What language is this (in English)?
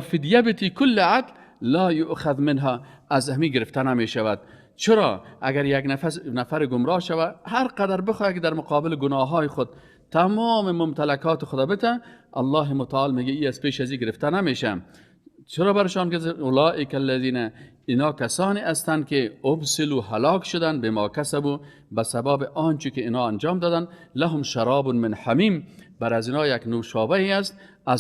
Persian